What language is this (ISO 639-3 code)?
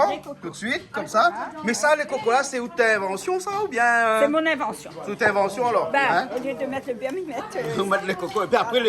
rcf